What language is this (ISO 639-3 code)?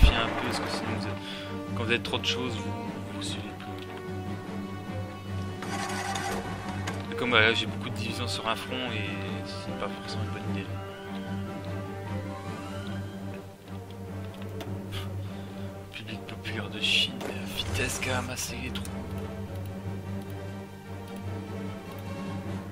fra